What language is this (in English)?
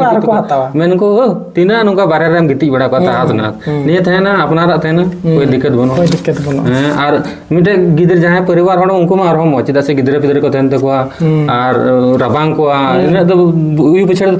Santali